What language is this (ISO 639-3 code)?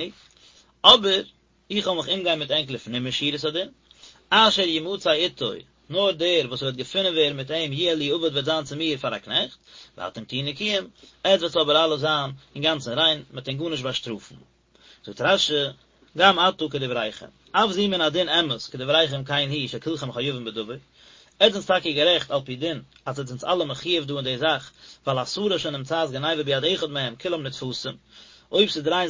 yid